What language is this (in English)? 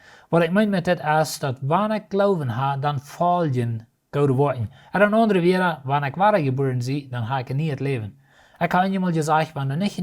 Plautdietsch